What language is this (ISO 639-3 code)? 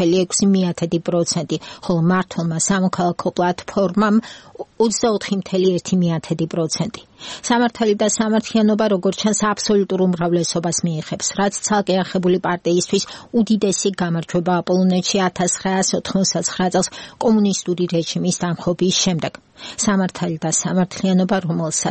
kat